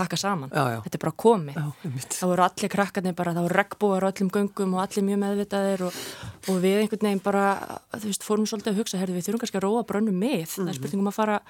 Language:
Icelandic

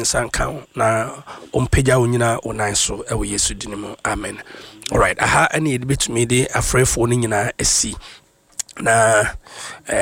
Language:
Akan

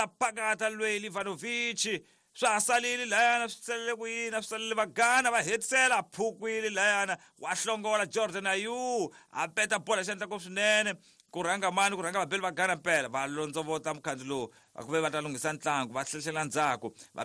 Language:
Tsonga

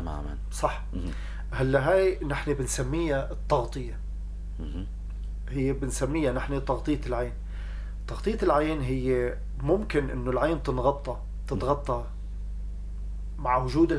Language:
North Levantine Arabic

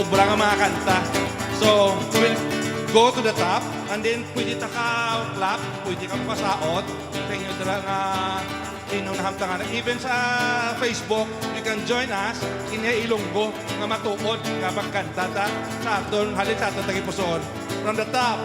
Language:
Hiligaynon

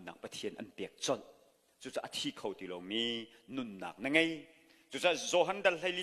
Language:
Hakha Chin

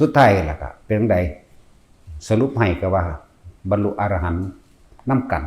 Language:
Northeastern Thai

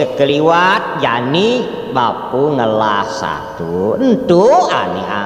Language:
Balinese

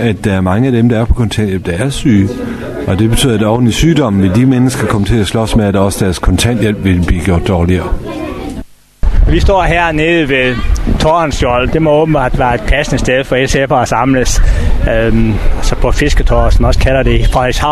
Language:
Danish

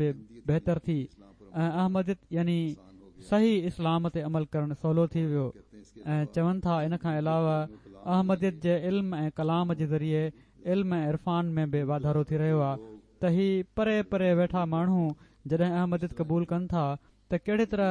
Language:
Sindhi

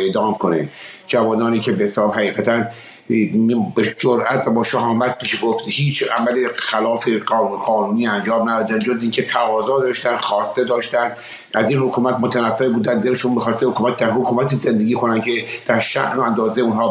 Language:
Persian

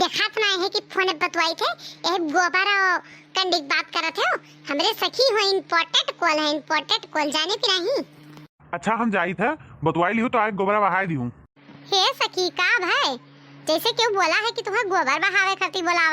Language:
Awadhi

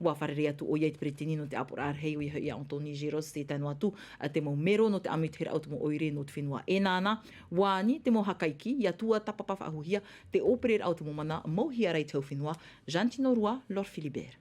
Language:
Tahitian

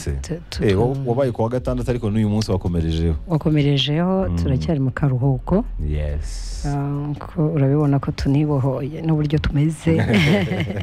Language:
Kinyarwanda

